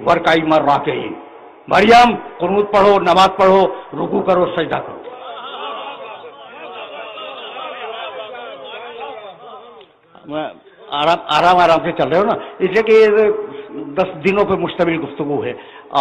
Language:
Urdu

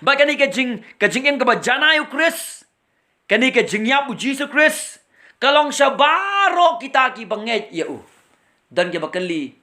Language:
Khasi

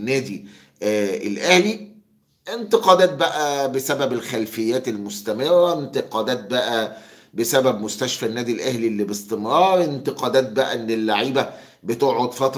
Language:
Egyptian Arabic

